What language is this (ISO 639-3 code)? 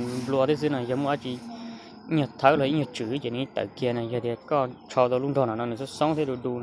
hmn